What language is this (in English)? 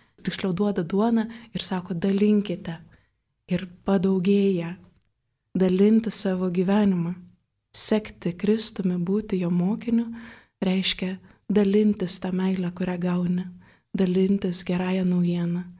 Lithuanian